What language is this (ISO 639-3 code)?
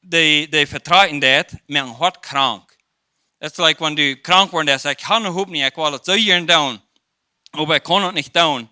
pdt